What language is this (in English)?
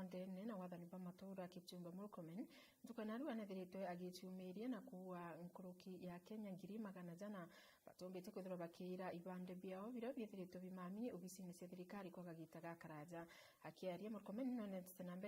Meru